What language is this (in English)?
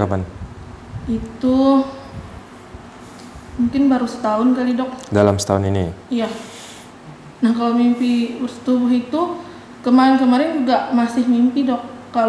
Indonesian